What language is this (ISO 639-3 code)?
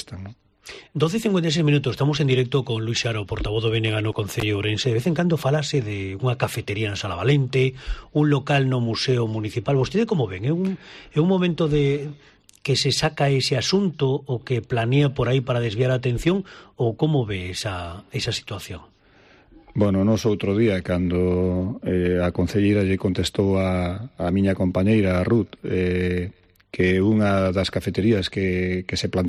glg